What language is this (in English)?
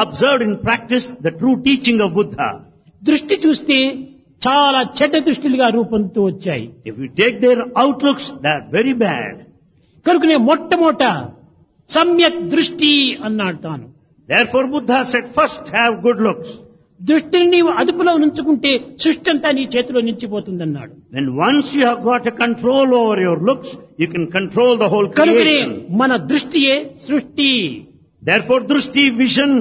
Telugu